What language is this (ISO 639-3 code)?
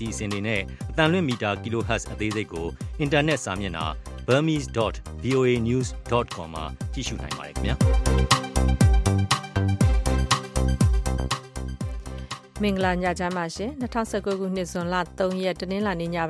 mya